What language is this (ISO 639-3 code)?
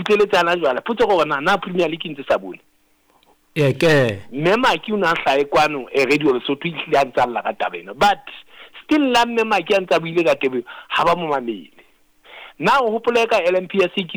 sot